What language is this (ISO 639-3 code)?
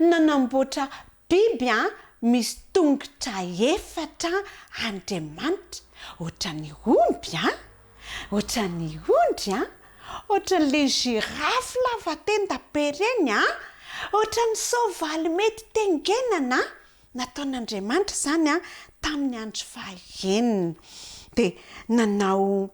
mlg